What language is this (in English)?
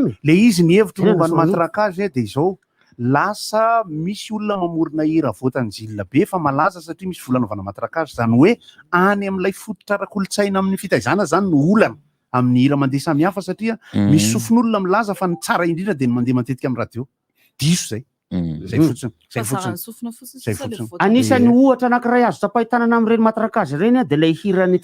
Malagasy